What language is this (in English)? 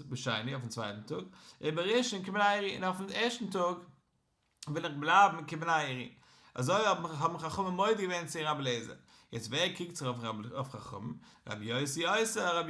Yiddish